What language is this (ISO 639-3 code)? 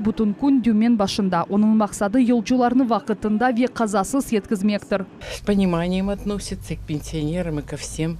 crh